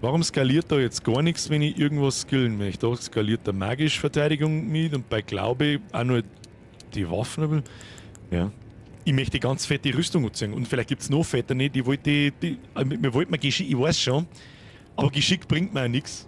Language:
Bavarian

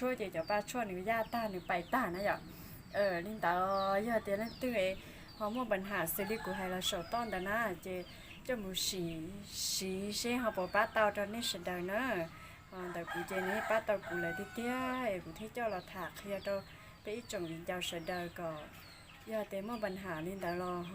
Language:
Hmong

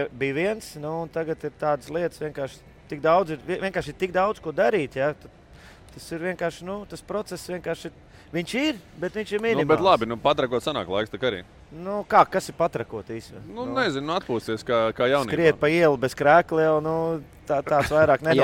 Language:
Latvian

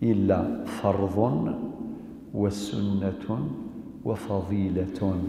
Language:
Kabyle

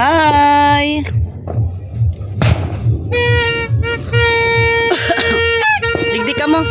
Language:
Bikol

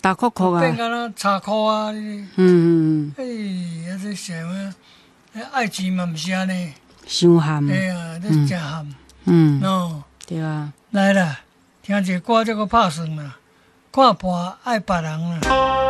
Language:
Min Nan Chinese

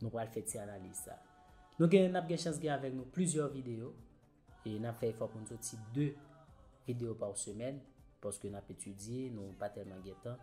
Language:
Haitian Creole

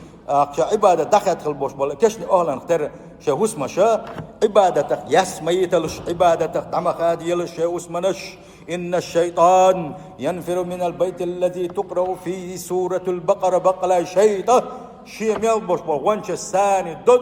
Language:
Chechen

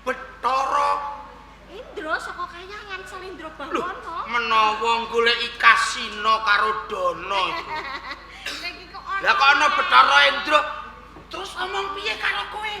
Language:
Javanese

